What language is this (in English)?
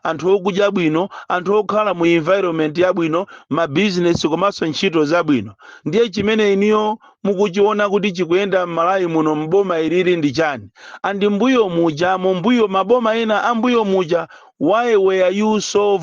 Nyanja